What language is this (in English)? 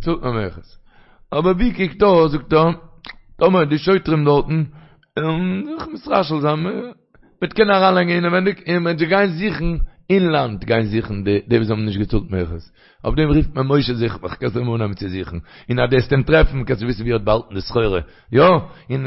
Yiddish